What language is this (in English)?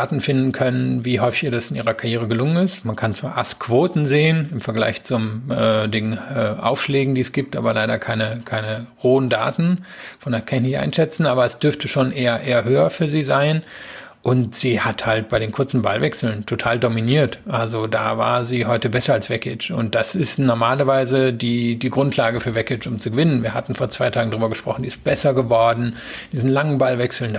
German